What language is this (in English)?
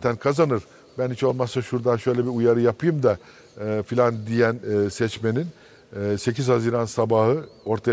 Turkish